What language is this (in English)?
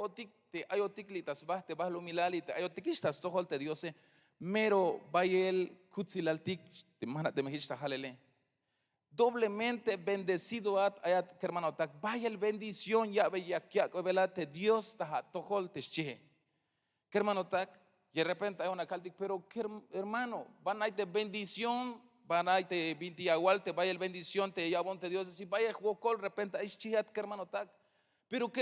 Tzeltal